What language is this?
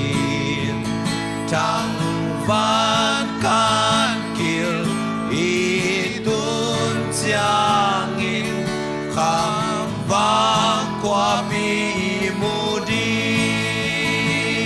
Tedim Chin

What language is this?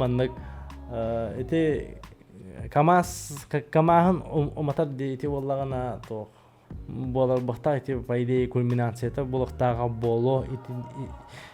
Yakut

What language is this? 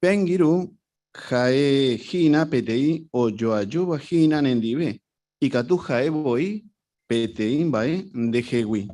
Guarani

